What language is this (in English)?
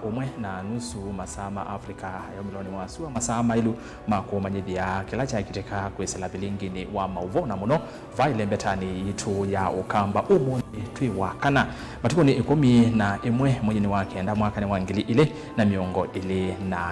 Kamba